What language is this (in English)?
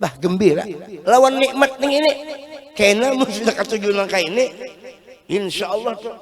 Banjar